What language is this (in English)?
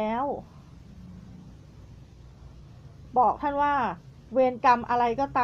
Thai